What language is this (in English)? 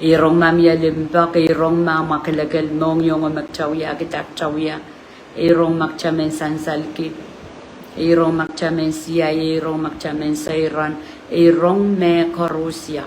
Pohnpeian